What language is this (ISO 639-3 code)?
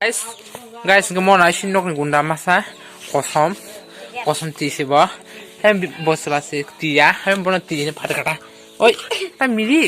trp